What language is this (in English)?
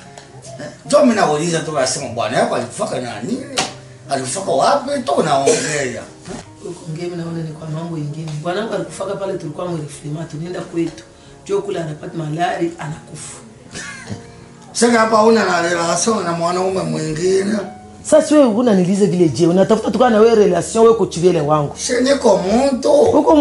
Swahili